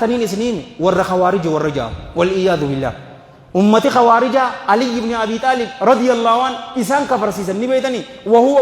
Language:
Oromo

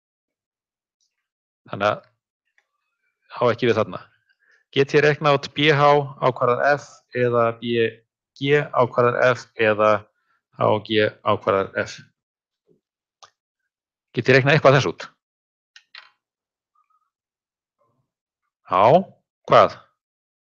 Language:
Icelandic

